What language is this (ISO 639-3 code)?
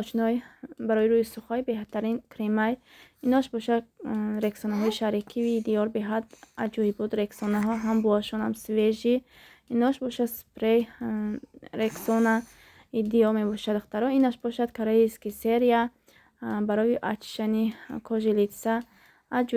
tgk